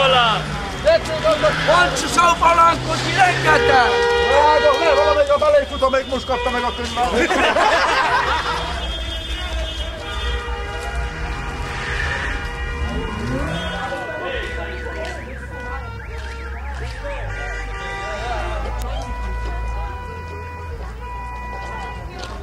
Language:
Hungarian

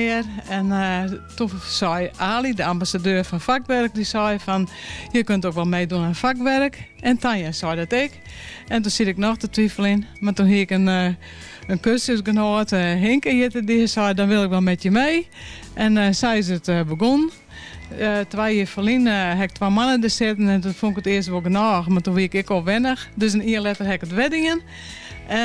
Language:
Western Frisian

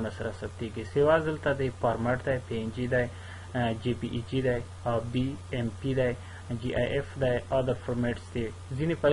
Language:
Pashto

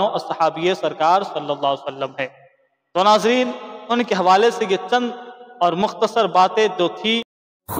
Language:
Urdu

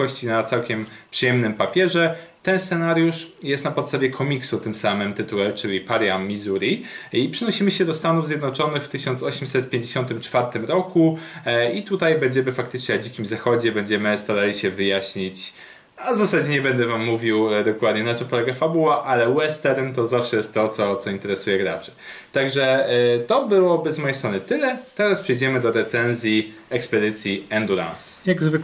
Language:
Polish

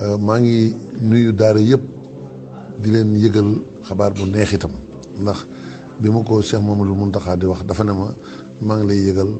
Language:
Wolof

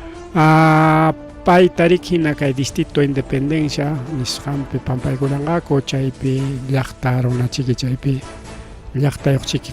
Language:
Ayacucho Quechua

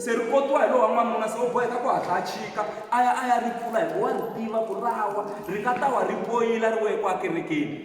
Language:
Tsonga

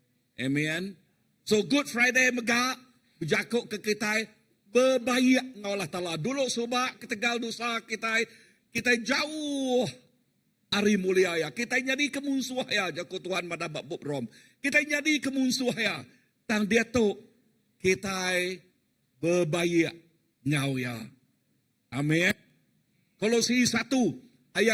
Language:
Iban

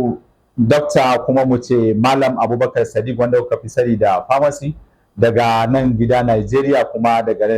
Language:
Hausa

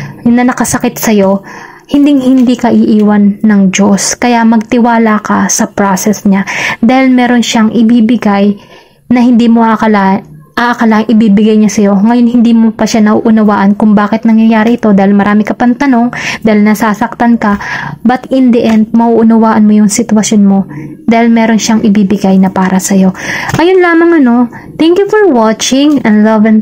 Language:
Filipino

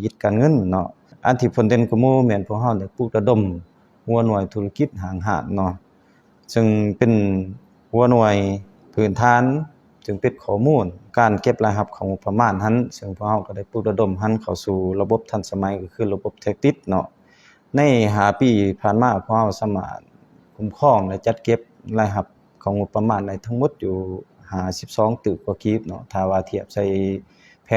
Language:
Lao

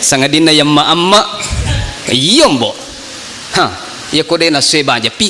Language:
Buginese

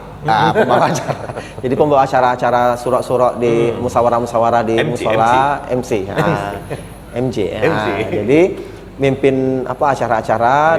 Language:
Musi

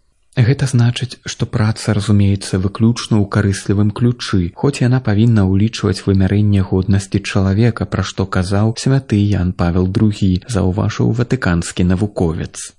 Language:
Belarusian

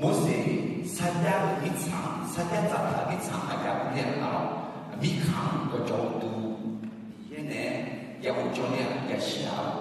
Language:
Akha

